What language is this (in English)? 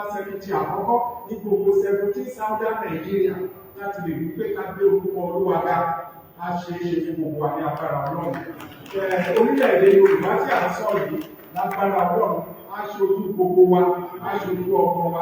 Yoruba